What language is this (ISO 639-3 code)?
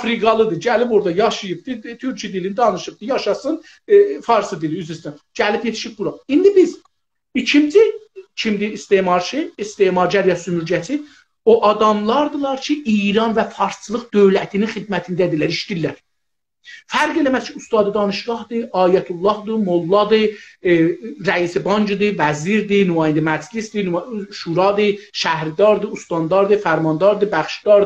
azb